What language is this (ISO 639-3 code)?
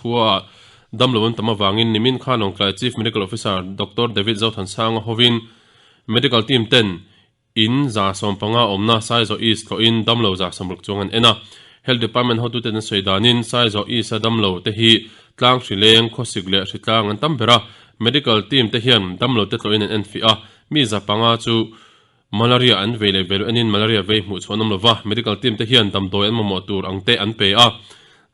lus